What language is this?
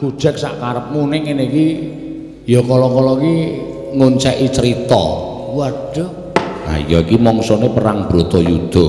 Javanese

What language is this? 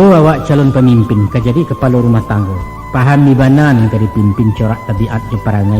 Minangkabau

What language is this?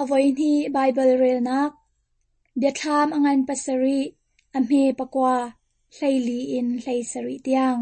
Hakha Chin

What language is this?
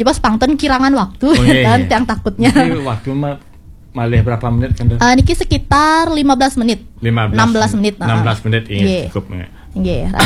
Balinese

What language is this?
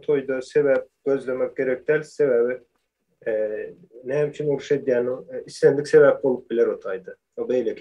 Turkmen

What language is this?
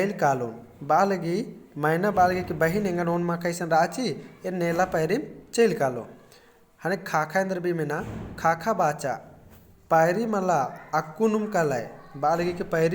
Kurukh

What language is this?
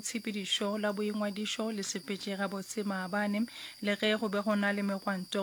Northern Sotho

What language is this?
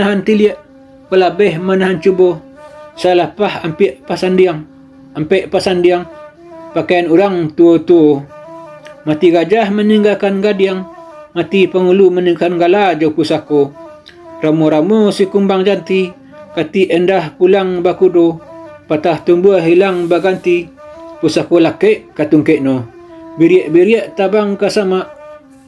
Minangkabau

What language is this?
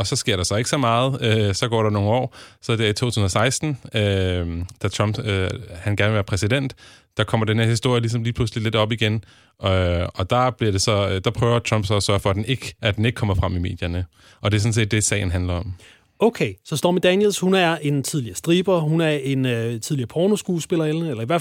Danish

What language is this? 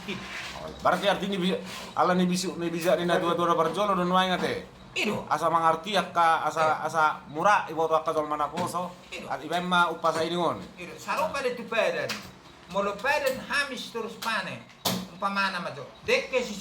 Batak Toba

